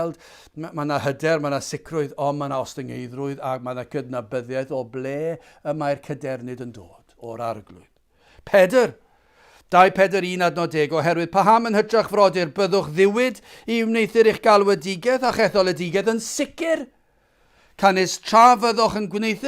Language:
Welsh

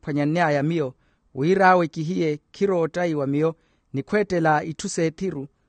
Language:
Makhuwa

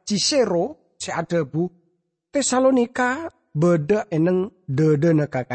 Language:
Madurese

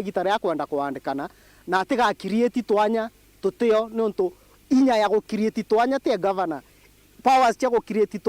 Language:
Meru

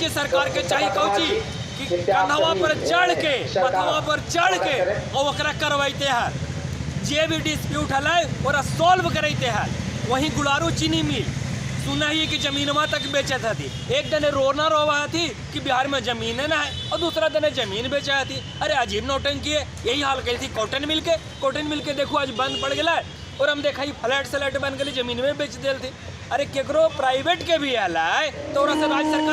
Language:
Magahi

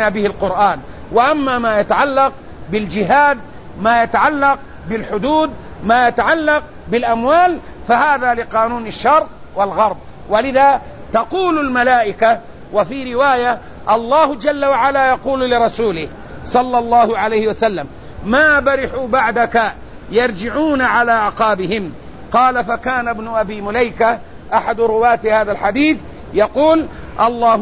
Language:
Arabic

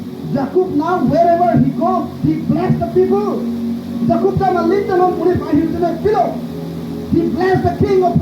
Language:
Karbi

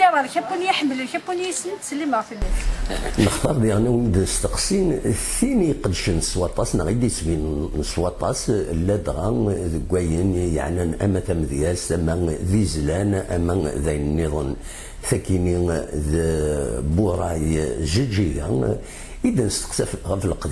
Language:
Kabyle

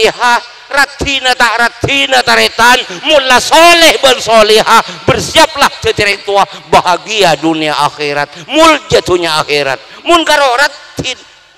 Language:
Madurese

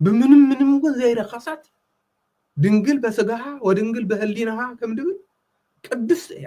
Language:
Tigrinya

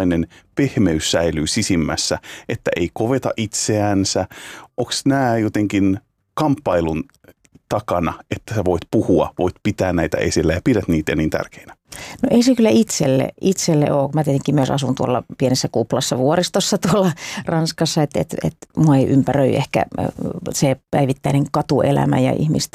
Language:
Finnish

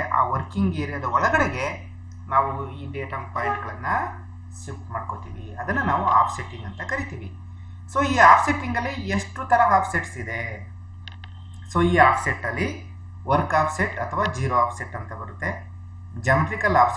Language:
Kannada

